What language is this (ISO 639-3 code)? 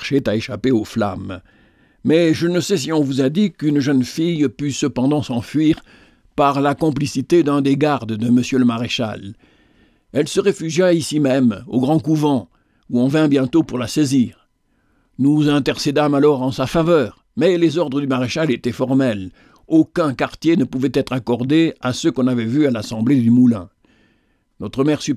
fra